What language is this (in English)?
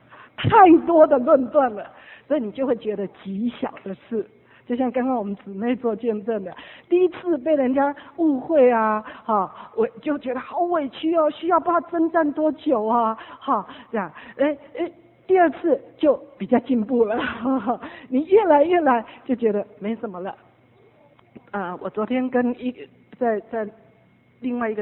Chinese